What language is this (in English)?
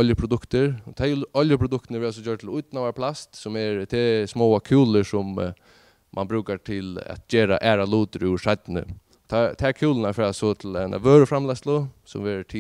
Faroese